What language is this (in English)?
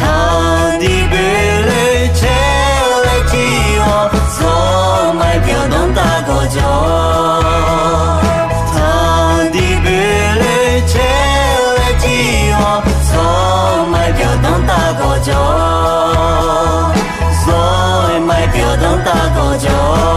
Akha